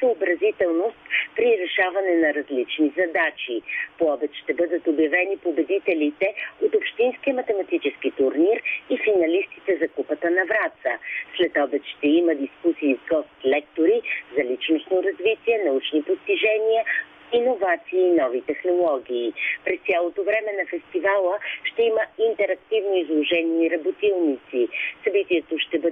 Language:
Bulgarian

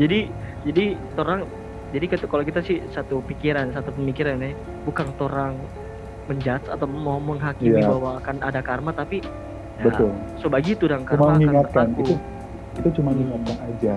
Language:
Manado Malay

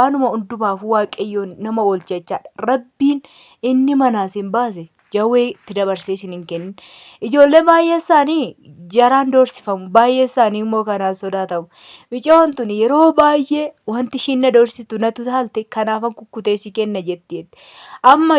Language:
Oromo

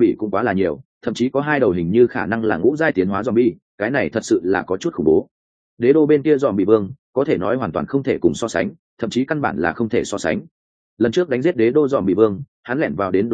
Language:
Vietnamese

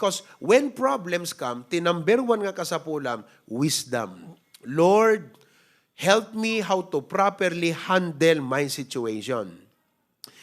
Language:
Iloko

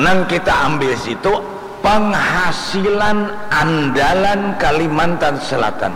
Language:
Banjar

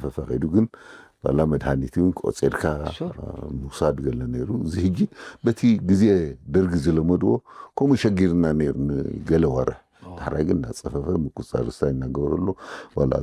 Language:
Tigrinya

